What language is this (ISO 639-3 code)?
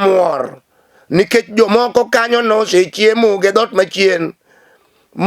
luo